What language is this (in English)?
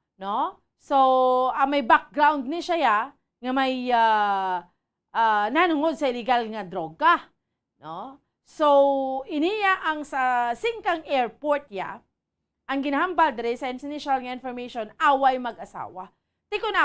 Hiligaynon